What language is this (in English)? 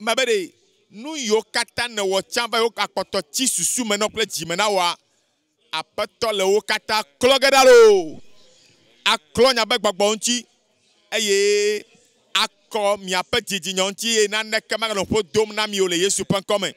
Ewe